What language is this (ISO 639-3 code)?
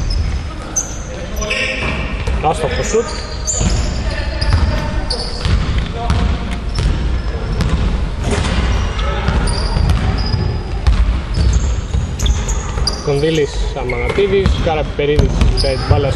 ell